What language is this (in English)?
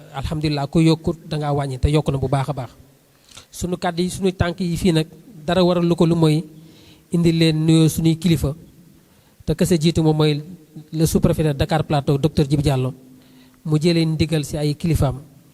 Wolof